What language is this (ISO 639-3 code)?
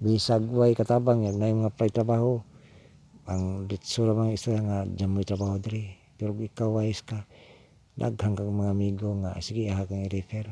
ceb